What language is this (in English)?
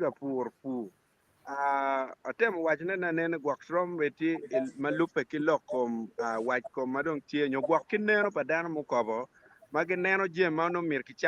Acoli